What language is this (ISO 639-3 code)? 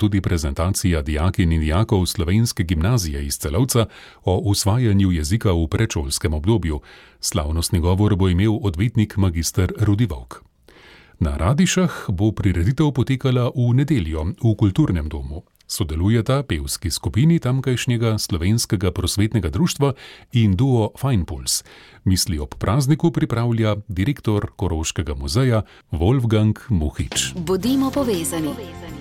slv